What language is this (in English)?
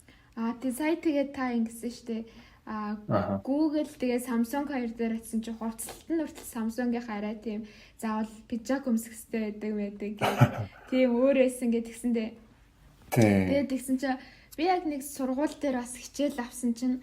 Mongolian